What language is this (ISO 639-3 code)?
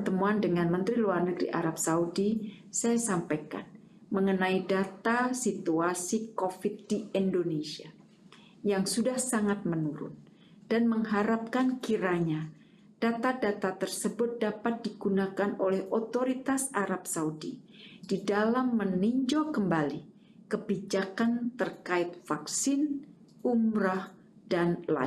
ind